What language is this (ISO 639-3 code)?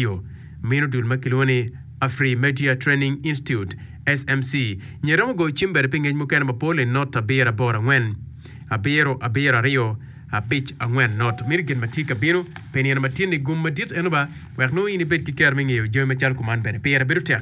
ach